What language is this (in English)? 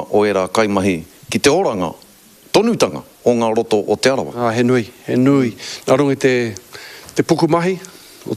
Māori